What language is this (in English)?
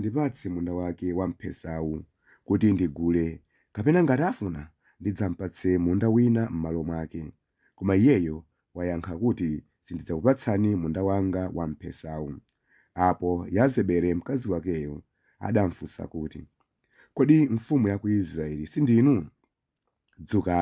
Nyanja